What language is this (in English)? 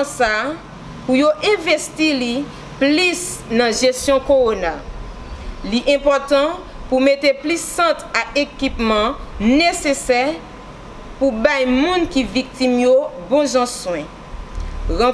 Haitian Creole